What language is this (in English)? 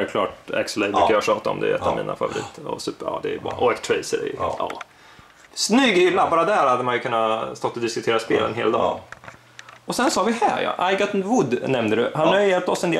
Swedish